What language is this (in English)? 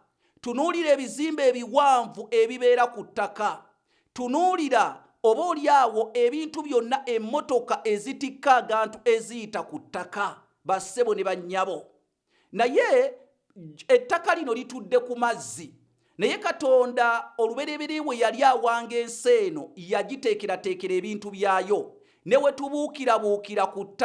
Ganda